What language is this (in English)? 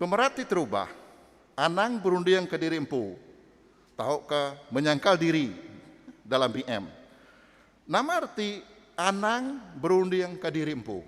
Iban